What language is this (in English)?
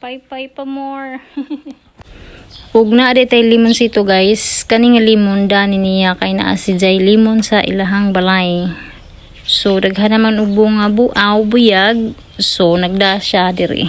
Cebuano